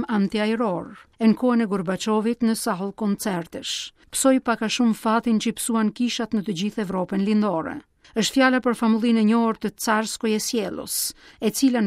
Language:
Albanian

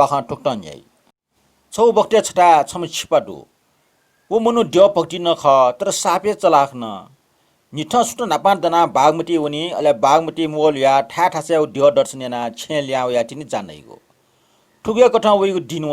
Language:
Newari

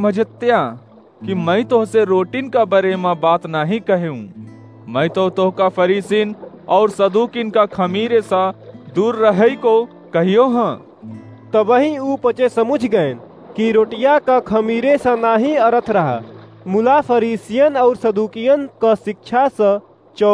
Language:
Awadhi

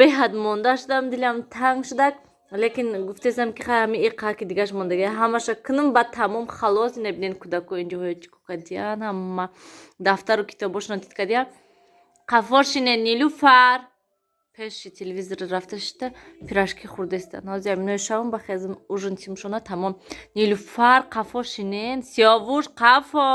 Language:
Tajik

